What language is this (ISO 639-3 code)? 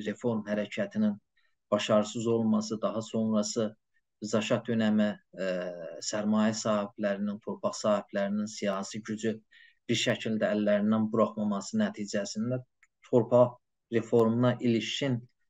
azb